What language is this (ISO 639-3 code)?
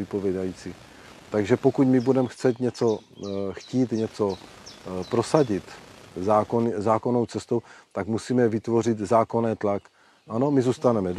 ces